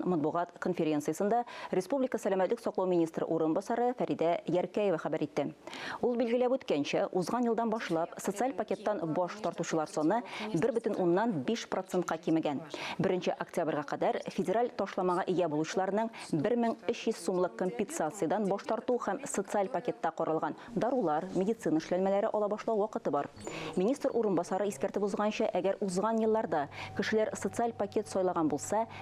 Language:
Tatar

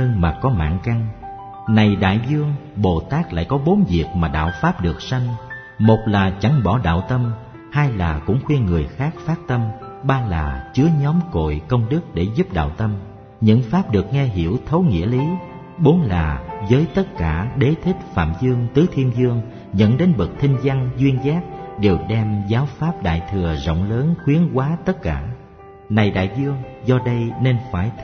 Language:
Vietnamese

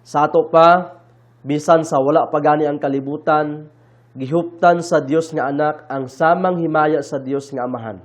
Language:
Cebuano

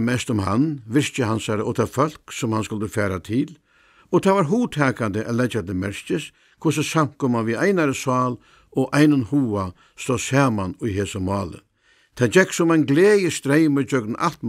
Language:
Faroese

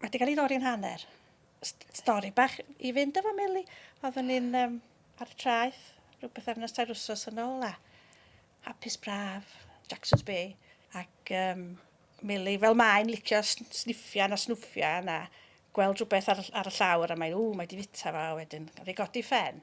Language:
Welsh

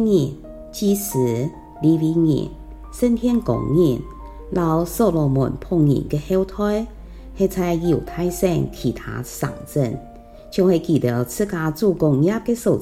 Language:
Hakka Chinese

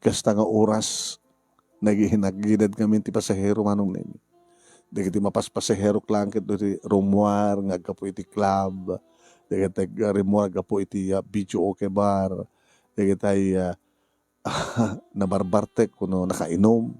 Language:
Iloko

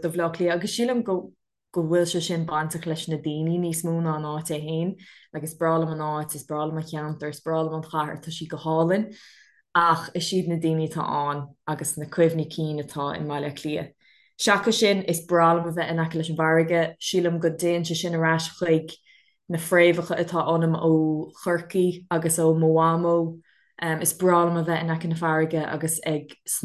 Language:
Irish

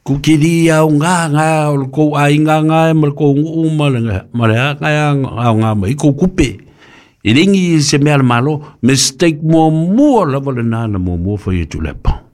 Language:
Samoan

